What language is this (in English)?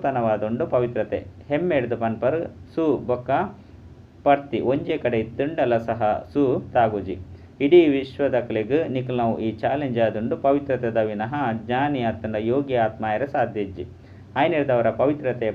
Tulu